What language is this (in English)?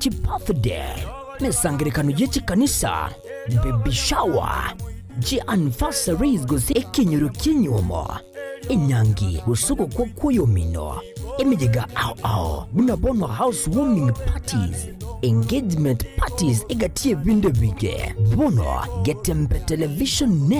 Gusii